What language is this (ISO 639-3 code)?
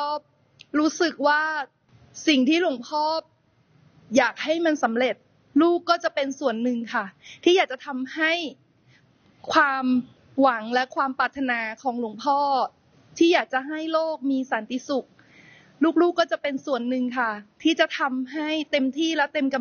tha